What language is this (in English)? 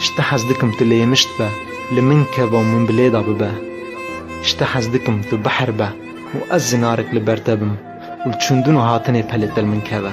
Kurdish